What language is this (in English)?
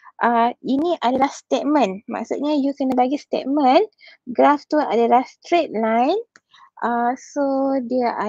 Malay